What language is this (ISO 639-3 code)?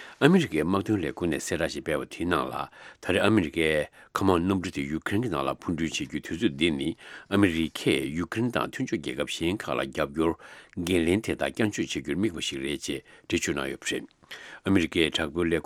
bod